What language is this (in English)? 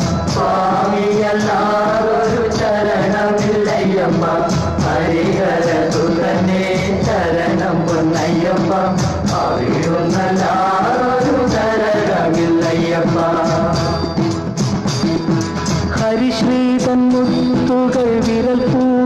Malayalam